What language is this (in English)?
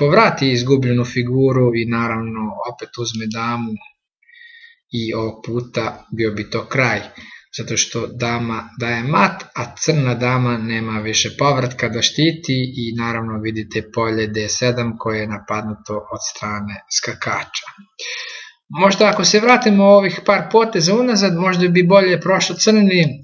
Serbian